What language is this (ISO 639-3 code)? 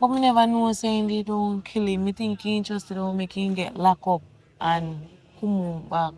jam